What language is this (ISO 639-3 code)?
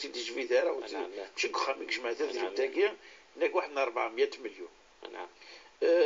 kab